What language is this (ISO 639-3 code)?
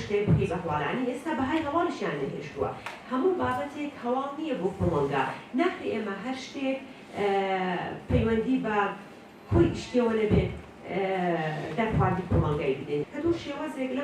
ckb